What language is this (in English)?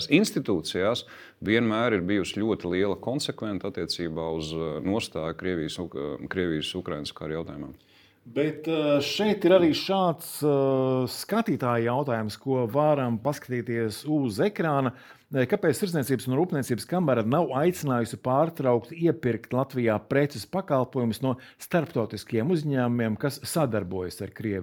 Latvian